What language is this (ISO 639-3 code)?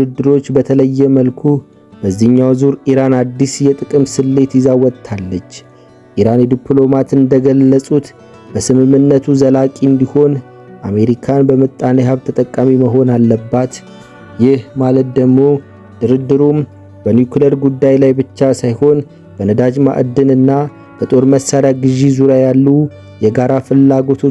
amh